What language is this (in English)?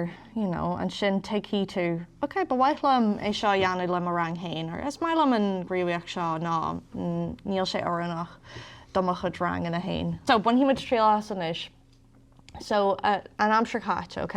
Irish